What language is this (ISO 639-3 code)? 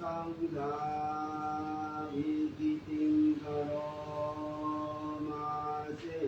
pli